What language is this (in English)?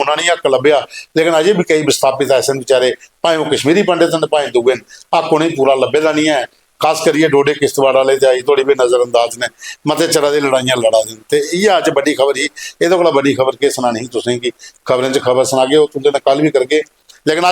Dogri